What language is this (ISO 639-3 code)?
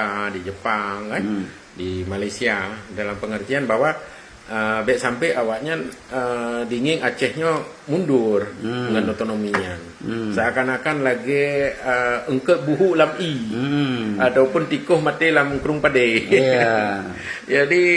ace